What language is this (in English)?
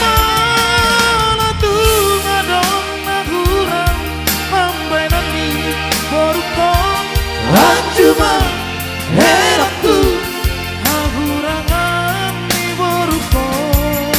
Batak Toba